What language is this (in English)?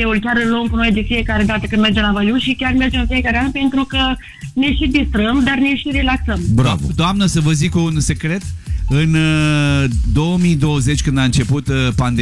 Romanian